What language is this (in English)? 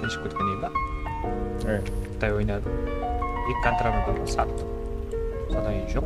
Kara-Kalpak